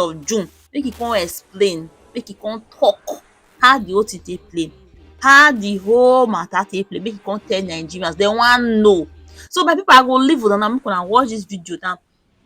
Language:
Nigerian Pidgin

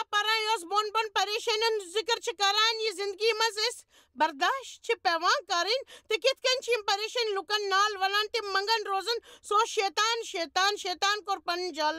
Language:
Kashmiri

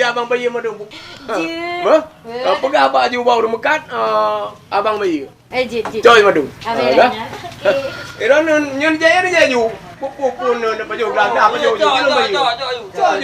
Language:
Achinese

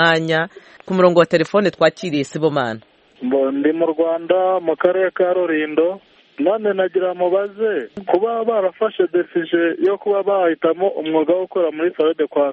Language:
Kinyarwanda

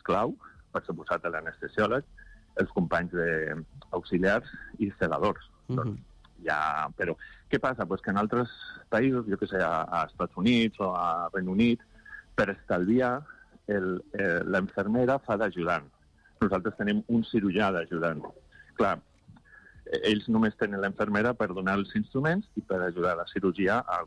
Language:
Catalan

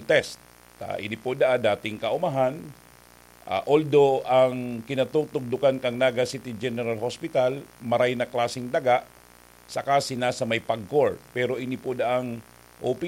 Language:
Bikol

